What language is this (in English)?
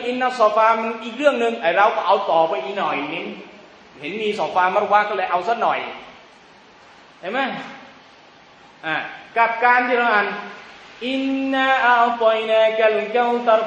Thai